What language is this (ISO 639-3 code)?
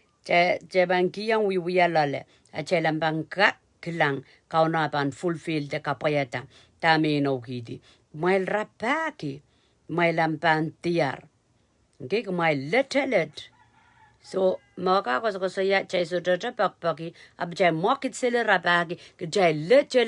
pon